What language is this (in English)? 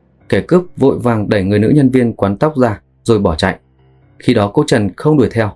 Vietnamese